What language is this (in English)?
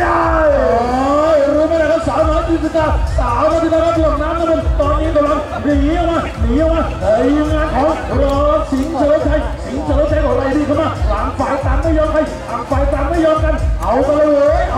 Thai